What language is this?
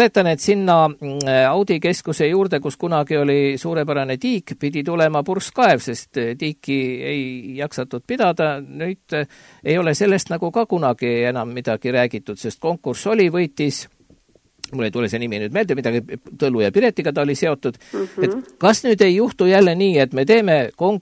Estonian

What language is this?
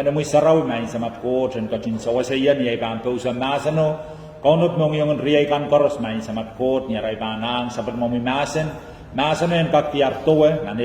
Pohnpeian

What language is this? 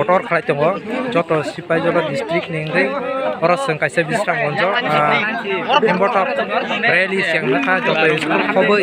Kok Borok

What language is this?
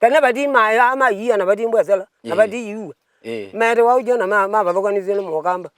Kamba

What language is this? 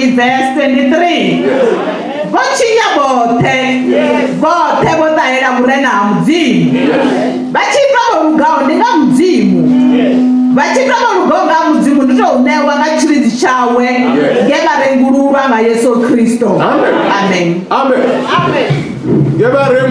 Venda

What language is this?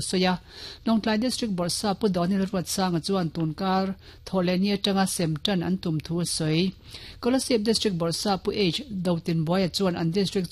Mizo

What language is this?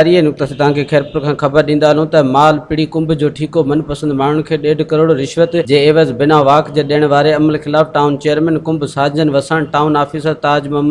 Sindhi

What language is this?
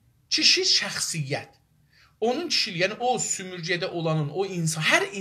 South Azerbaijani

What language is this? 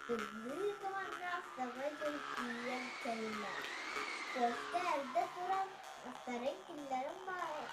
Yakut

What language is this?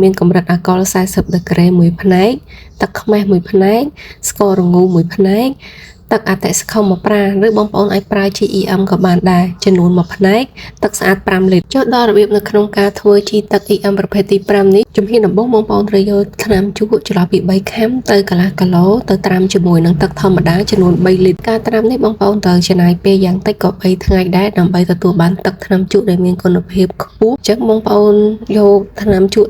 Khmer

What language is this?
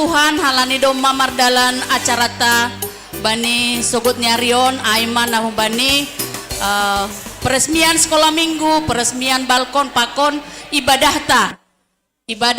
Batak Simalungun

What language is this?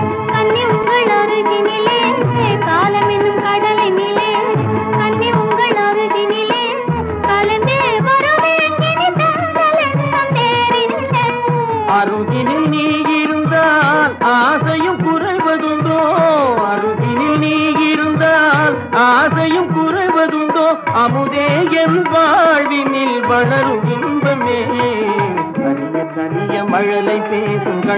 Tamil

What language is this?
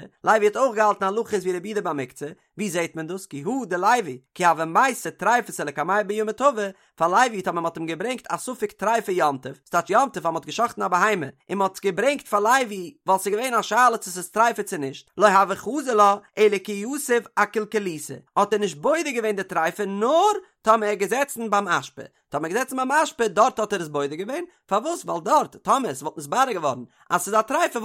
Yiddish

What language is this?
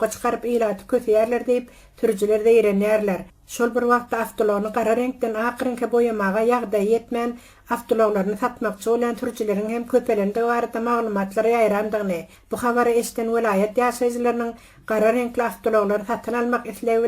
Turkmen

